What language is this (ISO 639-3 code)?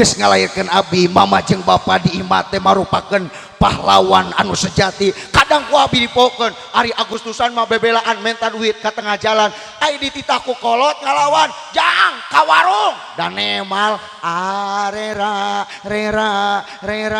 sun